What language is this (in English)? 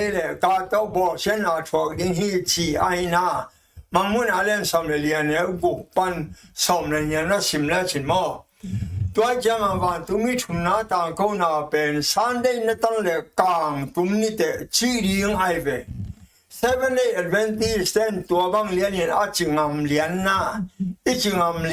Tedim Chin